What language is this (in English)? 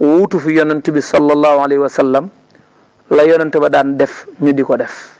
Wolof